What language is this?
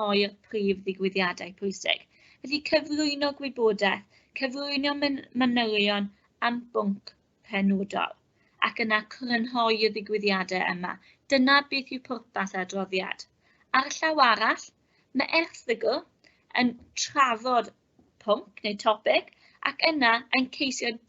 Welsh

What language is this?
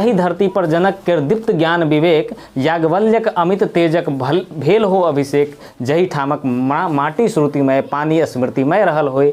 Maithili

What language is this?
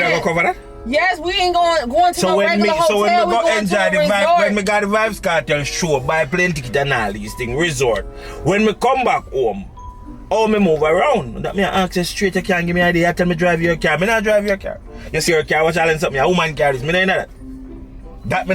Jamaican Creole English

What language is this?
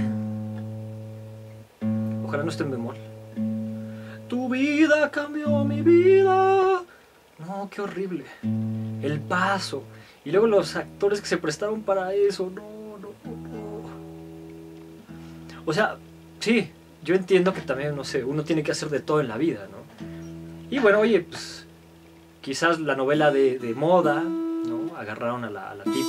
Spanish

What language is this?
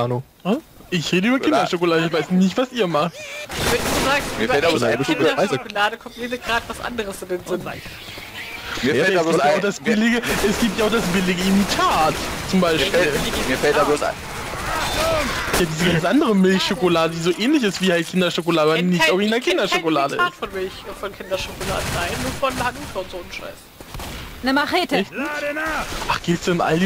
German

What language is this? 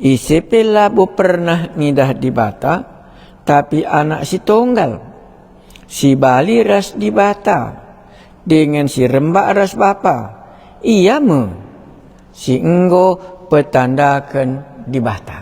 Batak Karo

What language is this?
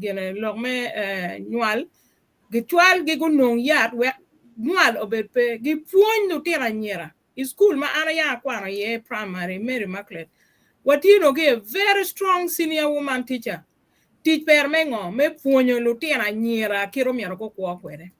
Acoli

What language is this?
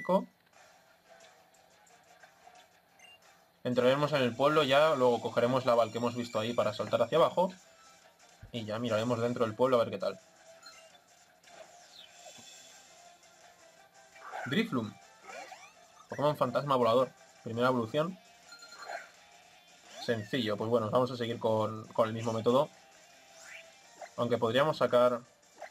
Spanish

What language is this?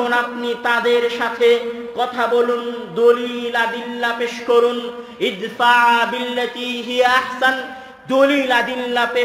Bangla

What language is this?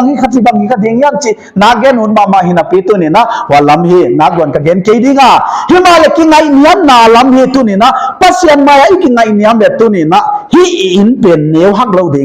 Paite Chin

